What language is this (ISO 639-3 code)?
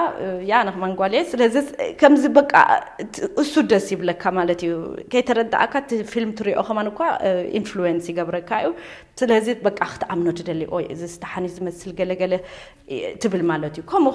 tir